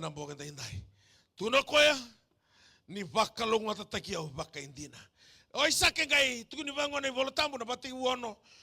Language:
Fijian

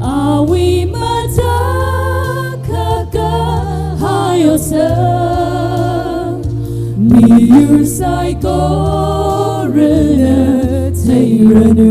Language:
Tangkhul Naga (India)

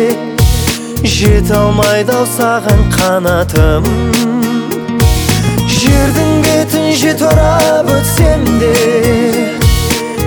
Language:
Kazakh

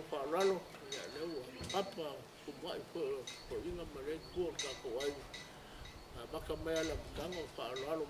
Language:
Samoan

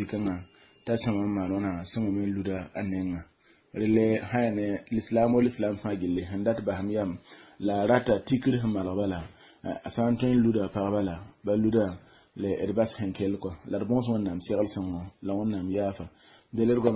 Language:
Mossi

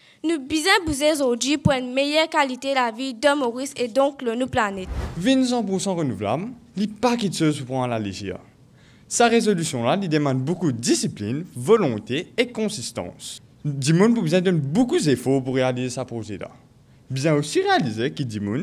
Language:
Morisyen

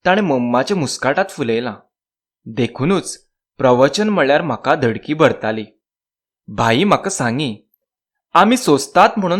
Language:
Konkani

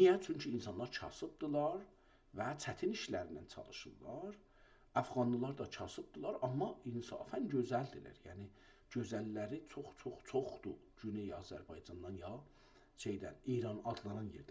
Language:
South Azerbaijani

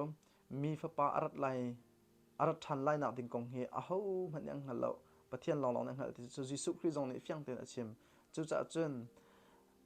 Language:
Hakha Chin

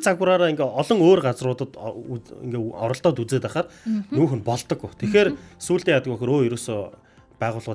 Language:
Mongolian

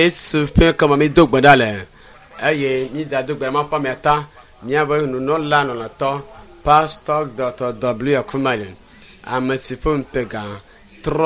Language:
Ewe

